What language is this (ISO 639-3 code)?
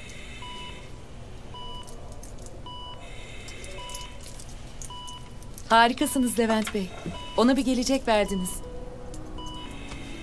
tur